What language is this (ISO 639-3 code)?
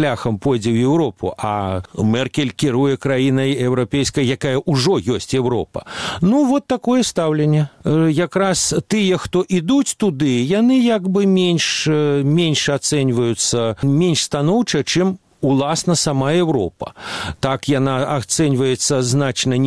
bel